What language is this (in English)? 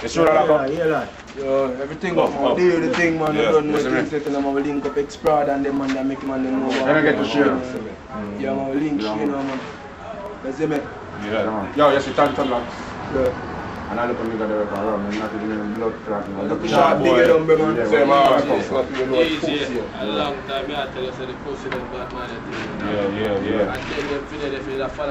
Jamaican Creole English